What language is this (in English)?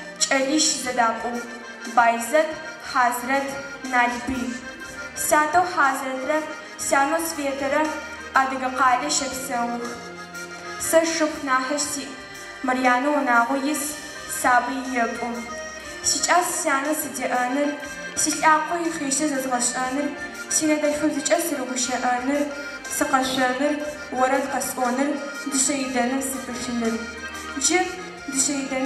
Adyghe